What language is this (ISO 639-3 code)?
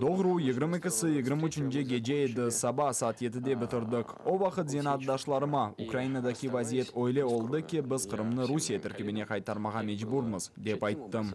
crh